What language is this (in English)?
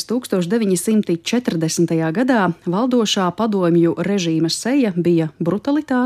Latvian